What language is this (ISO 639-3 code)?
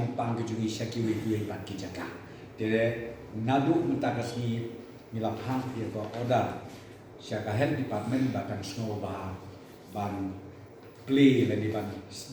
kha